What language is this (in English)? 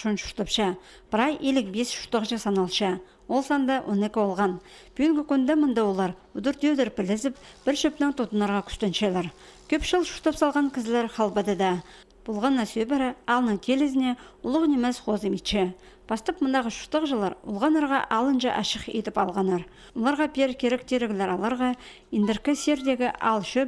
Khakas